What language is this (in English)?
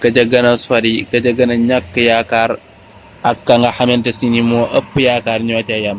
Wolof